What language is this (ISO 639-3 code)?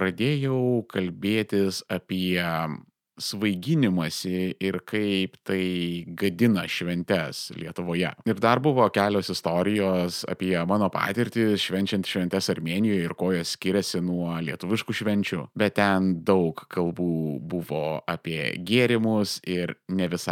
lit